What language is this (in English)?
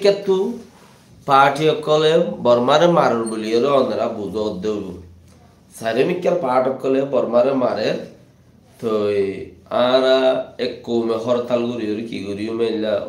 Rohingya